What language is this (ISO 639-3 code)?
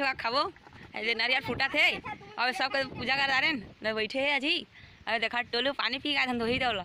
hne